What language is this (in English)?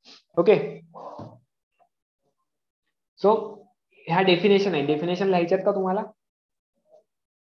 Marathi